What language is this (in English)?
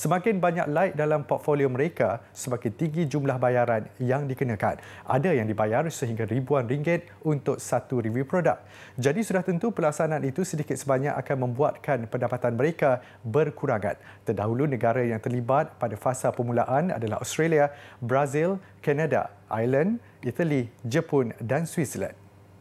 Malay